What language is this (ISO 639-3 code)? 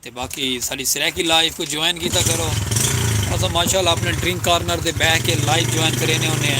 skr